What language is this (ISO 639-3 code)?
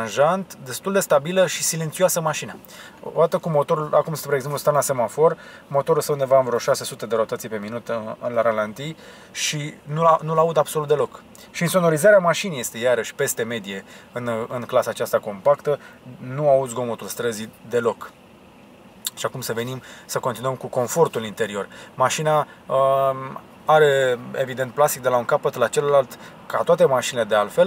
ron